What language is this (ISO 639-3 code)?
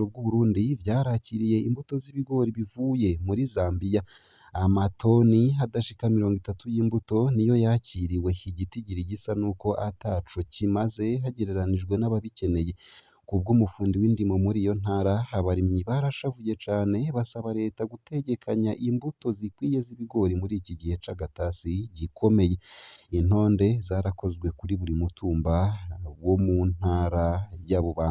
run